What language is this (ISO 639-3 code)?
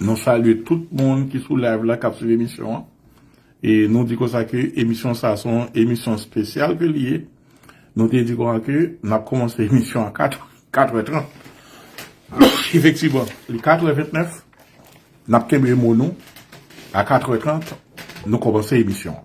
hat